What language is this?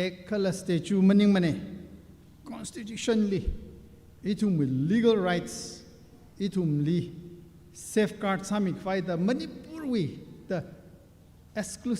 Tangkhul Naga (India)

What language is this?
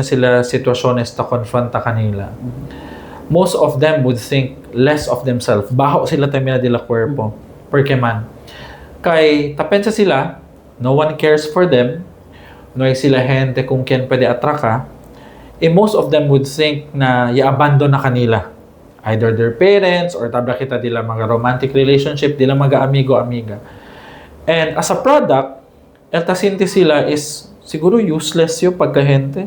Chavacano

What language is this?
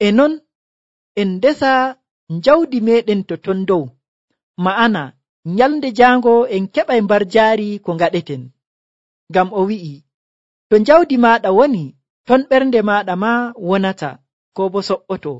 Nigerian Fulfulde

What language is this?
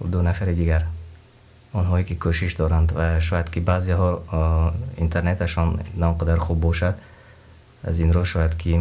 Tajik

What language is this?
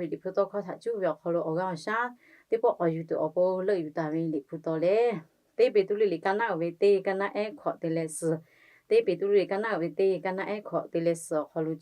Lahu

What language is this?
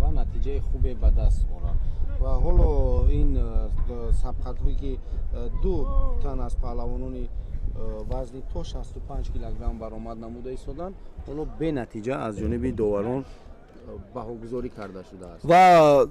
Tajik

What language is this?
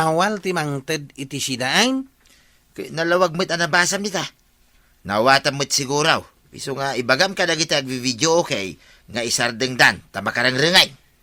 Iloko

